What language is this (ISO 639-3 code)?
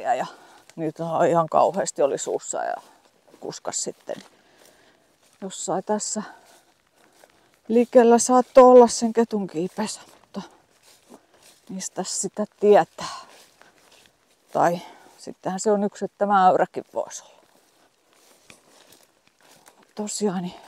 fin